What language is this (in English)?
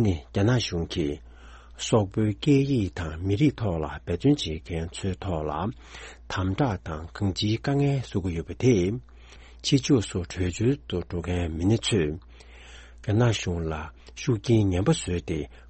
Tibetan